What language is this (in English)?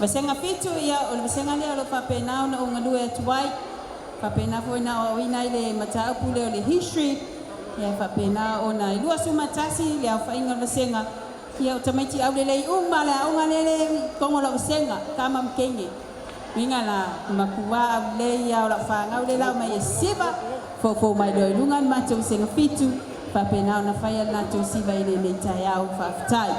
Samoan